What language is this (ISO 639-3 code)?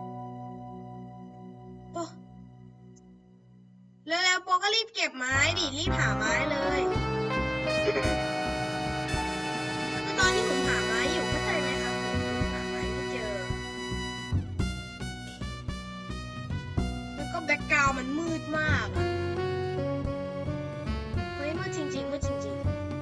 tha